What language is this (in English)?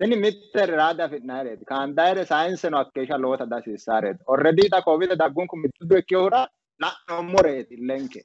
Sidamo